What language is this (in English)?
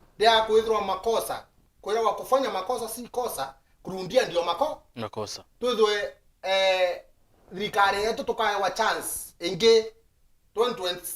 Meru